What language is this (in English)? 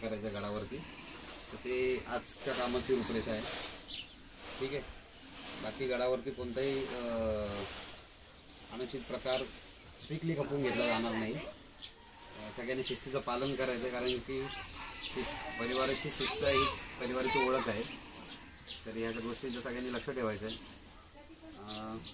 Marathi